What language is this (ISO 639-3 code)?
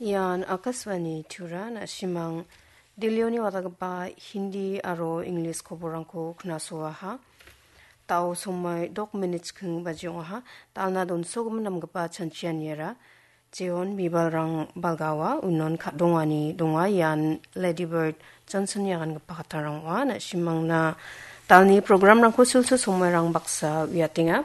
grt